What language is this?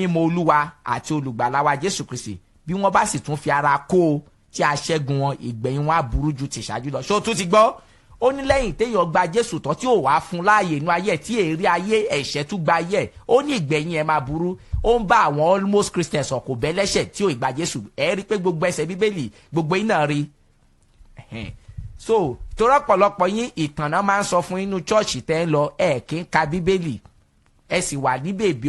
Yoruba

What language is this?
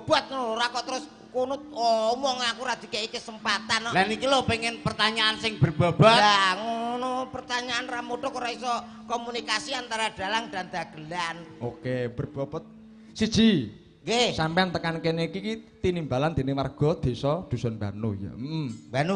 Javanese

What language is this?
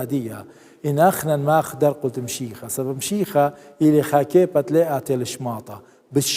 Assyrian Neo-Aramaic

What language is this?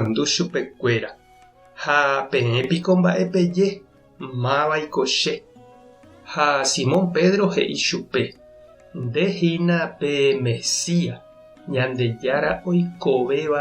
Guarani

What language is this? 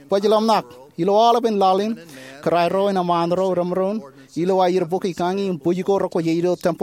Marshallese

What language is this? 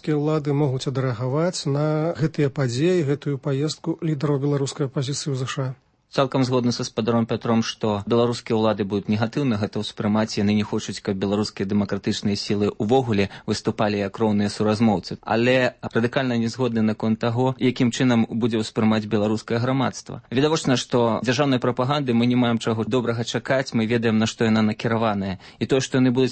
Belarusian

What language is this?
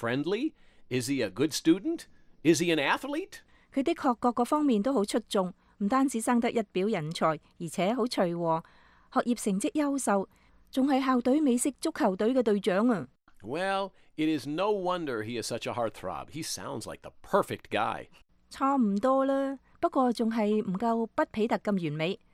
Cantonese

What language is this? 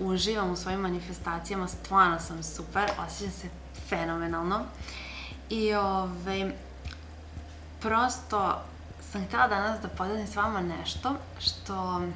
Serbian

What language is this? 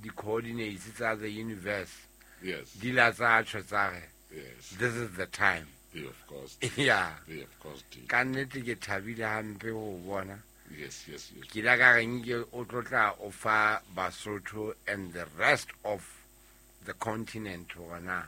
Southern Sotho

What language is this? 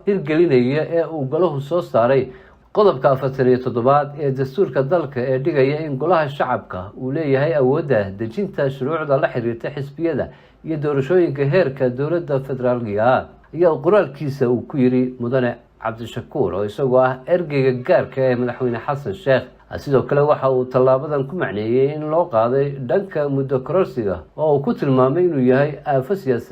Somali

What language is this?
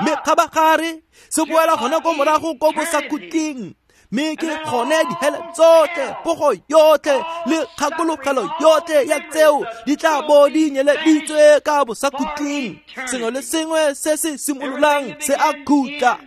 Tswana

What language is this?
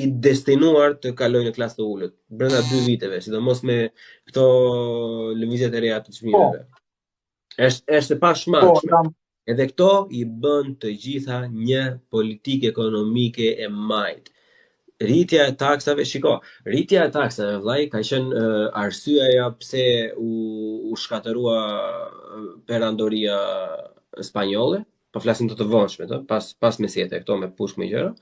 Albanian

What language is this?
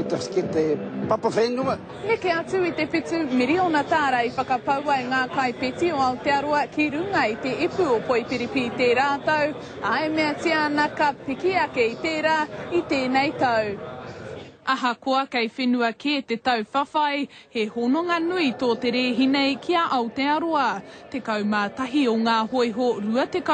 Māori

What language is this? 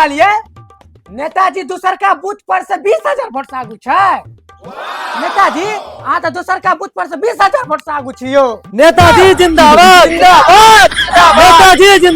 Maithili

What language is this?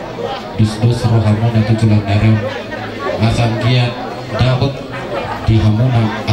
Batak Toba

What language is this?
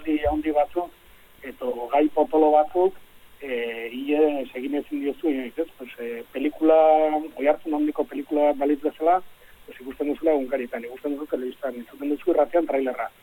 Basque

